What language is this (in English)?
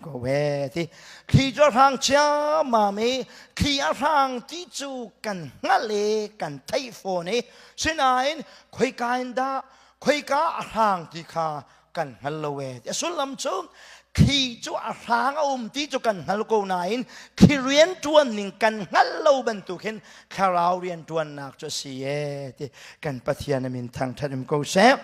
Hakha Chin